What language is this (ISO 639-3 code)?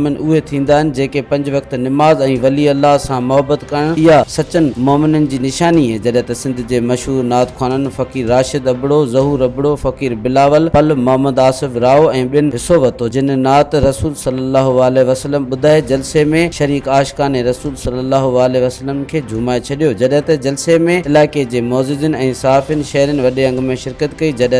snd